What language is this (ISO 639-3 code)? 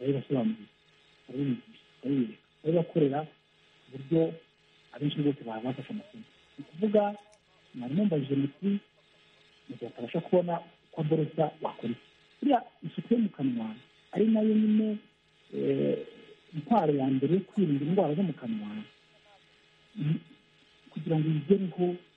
kin